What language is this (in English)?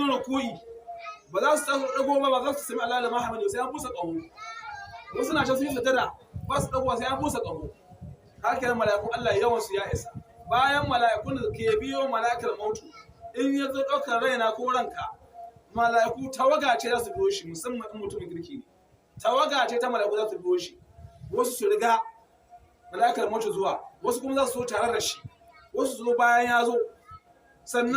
Hausa